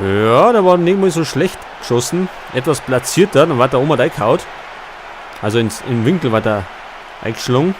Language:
Bavarian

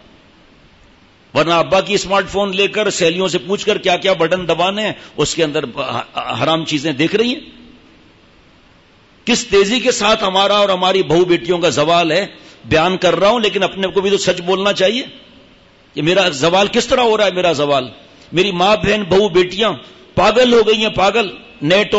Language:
Urdu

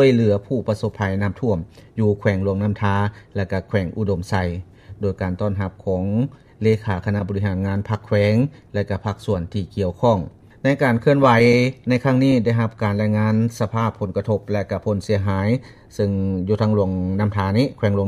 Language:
Lao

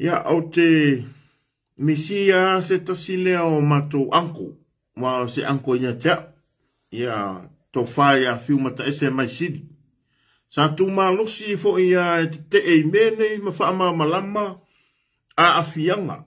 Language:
Samoan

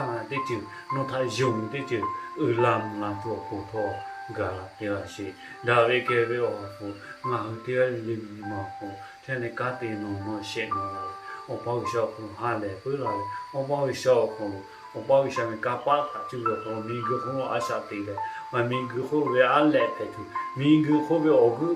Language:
Lahu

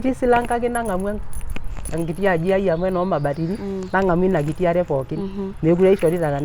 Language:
Masai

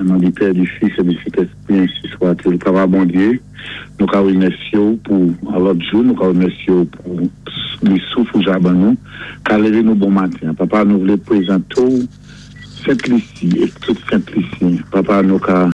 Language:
Saint Lucian Creole French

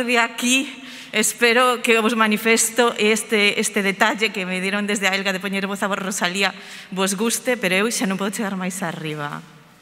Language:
Galician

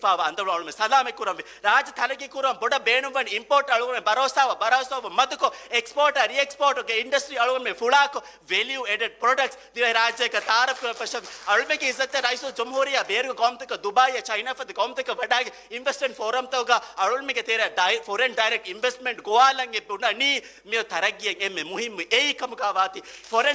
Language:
Divehi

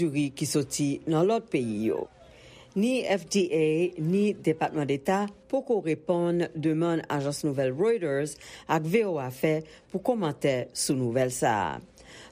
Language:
Haitian Creole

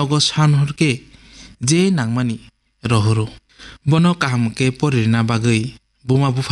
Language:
Kok Borok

